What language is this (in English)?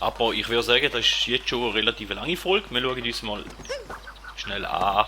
Swiss German